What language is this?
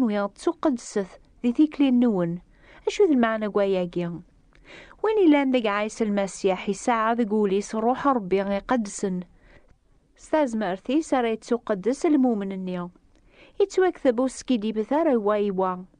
Kabyle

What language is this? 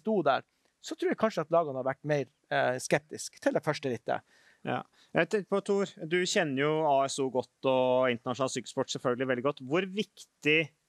Norwegian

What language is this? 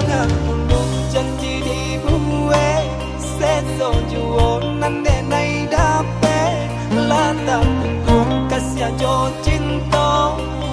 Minangkabau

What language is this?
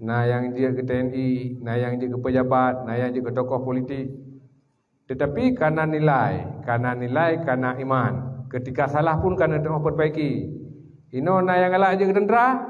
Achinese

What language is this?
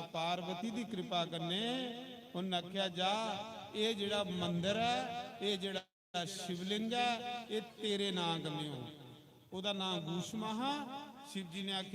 Dogri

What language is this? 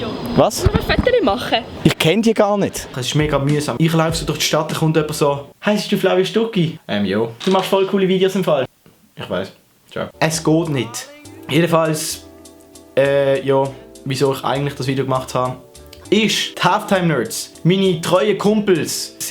Swiss German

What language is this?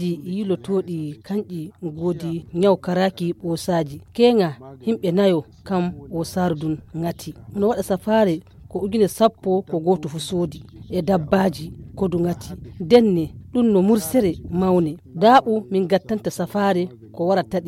Nigerian Fulfulde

